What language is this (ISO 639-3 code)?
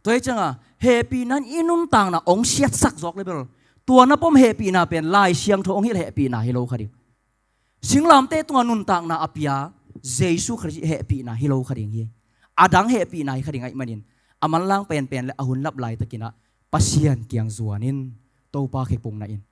ctd